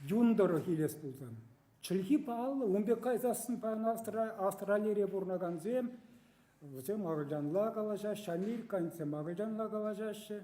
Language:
Chuvash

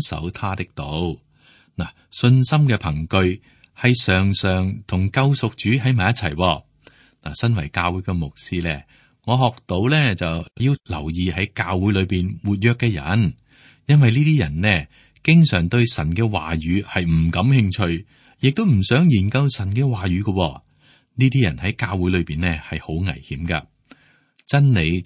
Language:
Cantonese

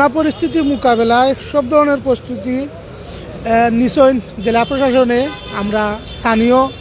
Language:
Sylheti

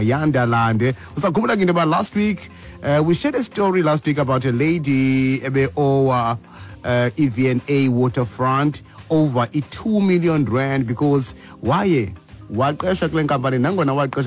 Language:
Xhosa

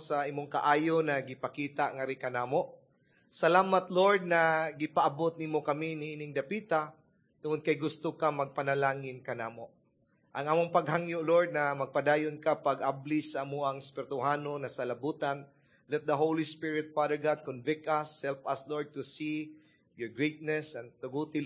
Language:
Cebuano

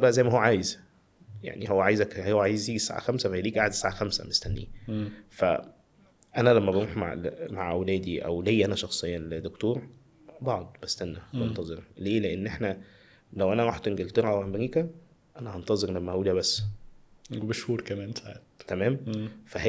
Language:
Egyptian Arabic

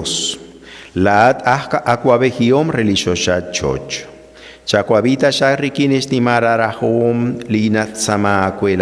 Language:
Kekchí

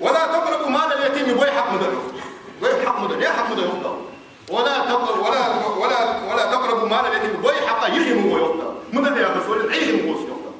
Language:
Ingush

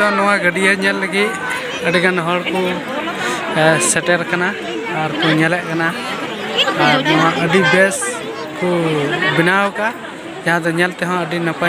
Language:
Santali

